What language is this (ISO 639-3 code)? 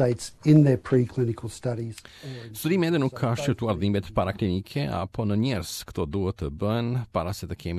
sqi